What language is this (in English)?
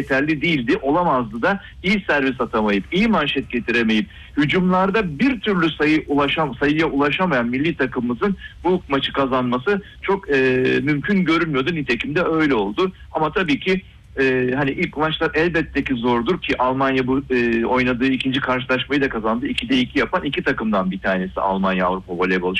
Turkish